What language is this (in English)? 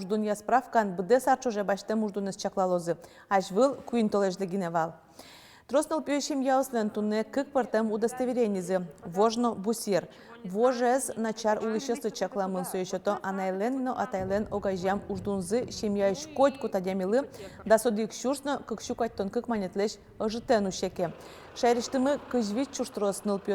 Udmurt